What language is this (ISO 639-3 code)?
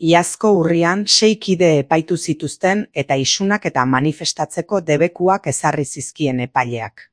eus